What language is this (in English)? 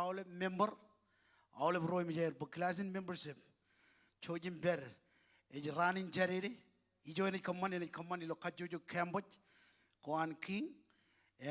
Marshallese